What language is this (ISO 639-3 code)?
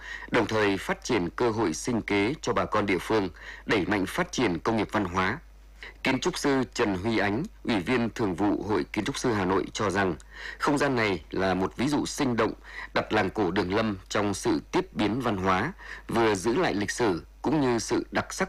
vie